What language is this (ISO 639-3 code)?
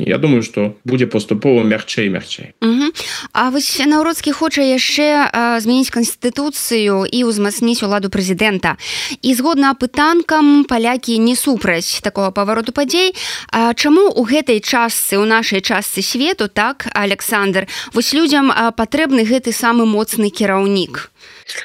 bel